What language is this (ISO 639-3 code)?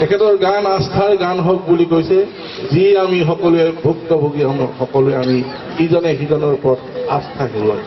asm